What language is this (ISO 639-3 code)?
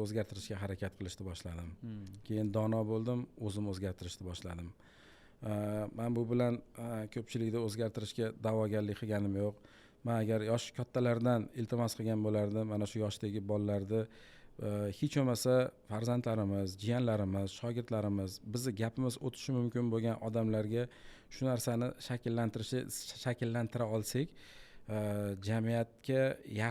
uzb